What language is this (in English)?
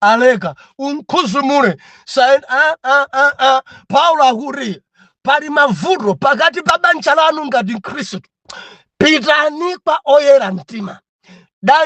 Nyanja